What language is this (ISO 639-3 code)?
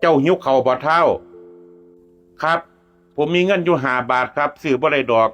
tts